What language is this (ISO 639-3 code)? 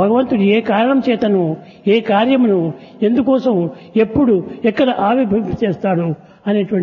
tel